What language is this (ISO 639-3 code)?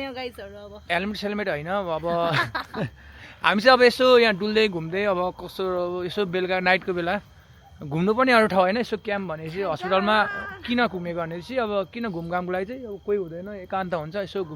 nep